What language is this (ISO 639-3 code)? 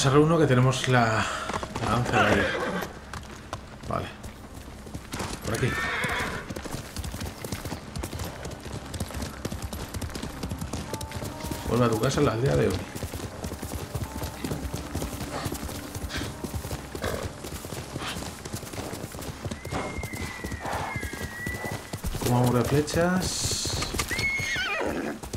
spa